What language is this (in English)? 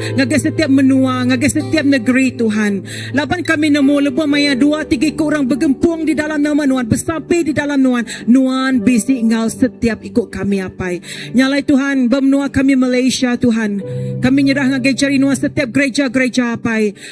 Iban